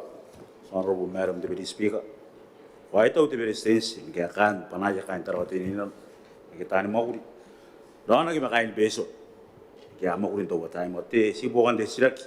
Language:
Gilbertese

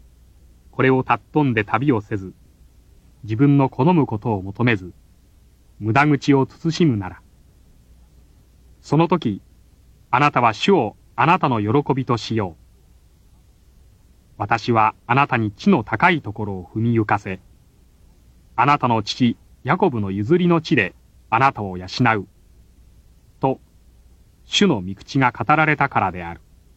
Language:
Japanese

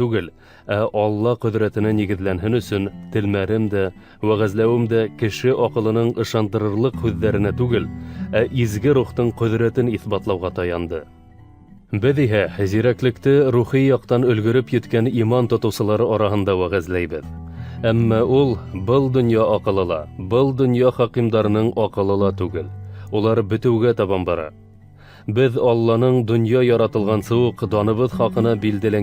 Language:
Bashkir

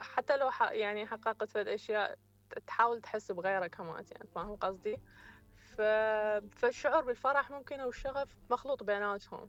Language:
Mesopotamian Arabic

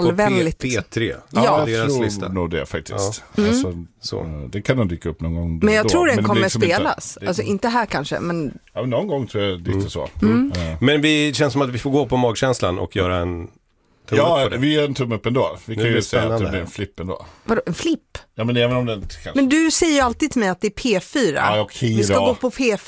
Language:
Swedish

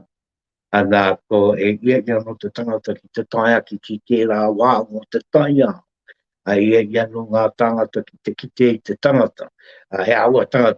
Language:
Māori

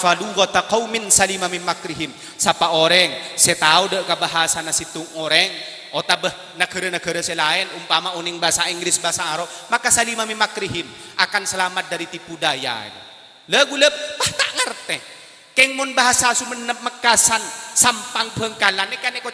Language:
Madurese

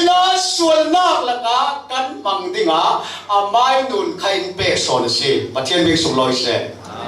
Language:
Falam Chin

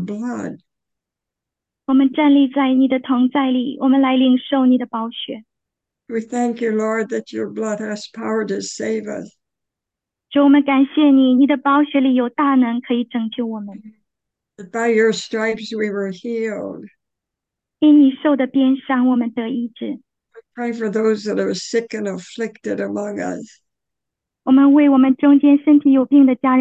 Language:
Chinese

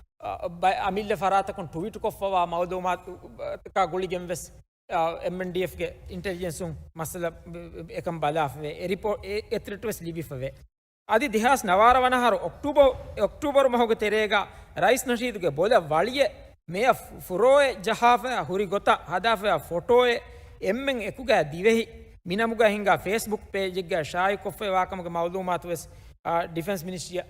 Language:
Divehi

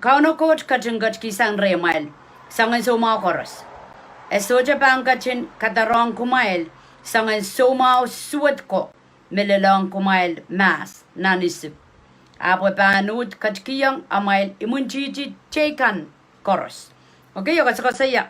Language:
Pohnpeian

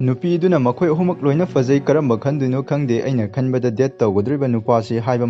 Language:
Manipuri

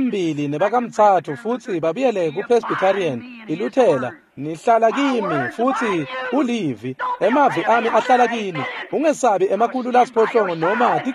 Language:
Swati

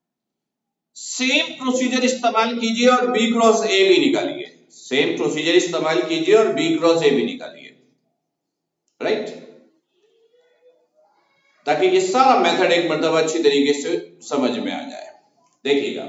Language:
Hindi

